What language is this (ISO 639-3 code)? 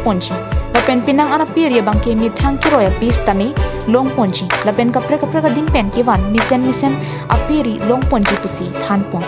mjw